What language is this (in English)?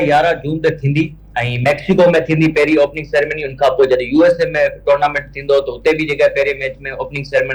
Sindhi